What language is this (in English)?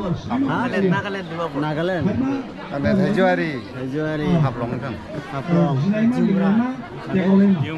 Dimasa